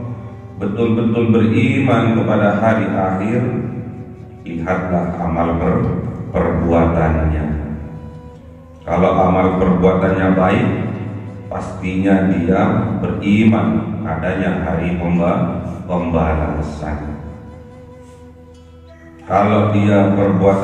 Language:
Indonesian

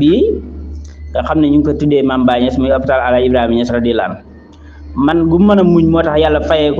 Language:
Wolof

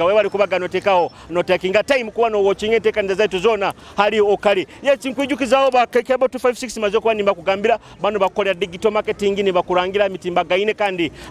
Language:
Nyoro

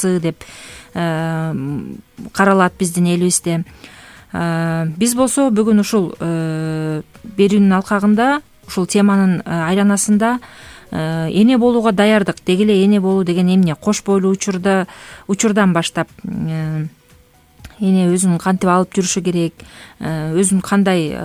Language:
Kyrgyz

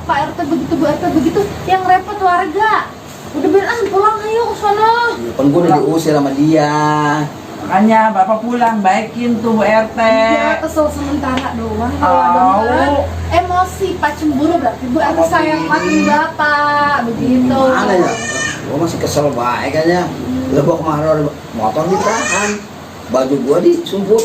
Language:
Betawi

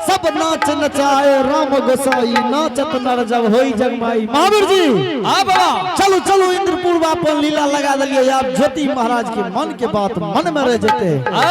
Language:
Angika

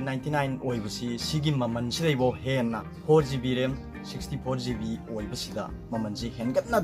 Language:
Manipuri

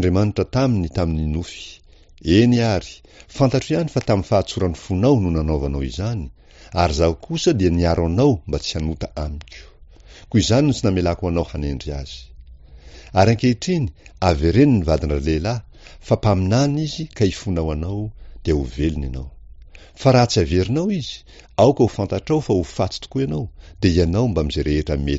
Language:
Malagasy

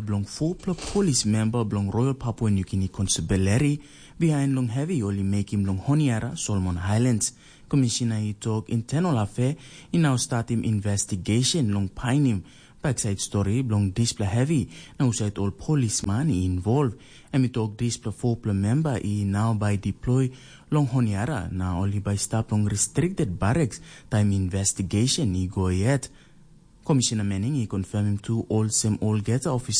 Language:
Tok Pisin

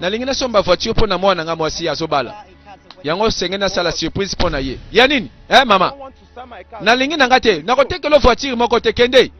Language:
Lingala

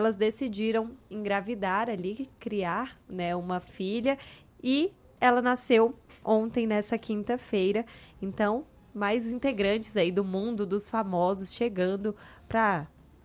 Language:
Portuguese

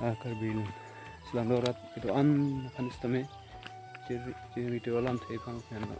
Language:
Karbi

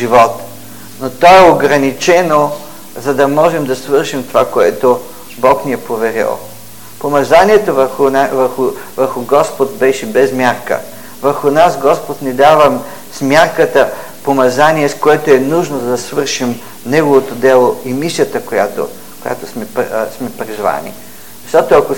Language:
Bulgarian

